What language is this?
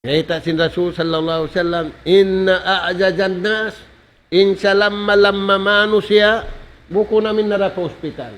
Tausug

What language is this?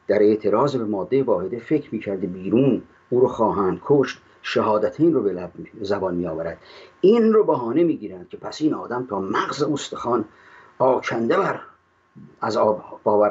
Persian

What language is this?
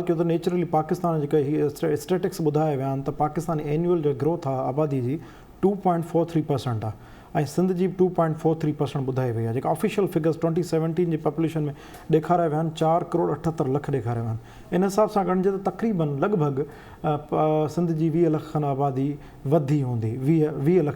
Sindhi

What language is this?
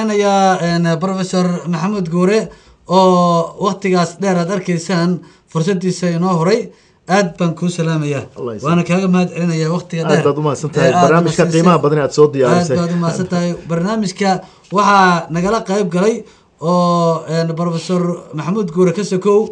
Somali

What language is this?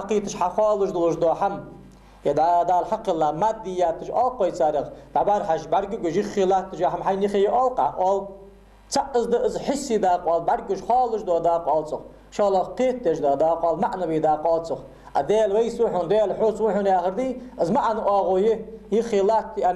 Ingush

